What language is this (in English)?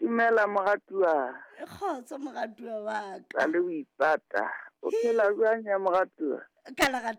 Southern Sotho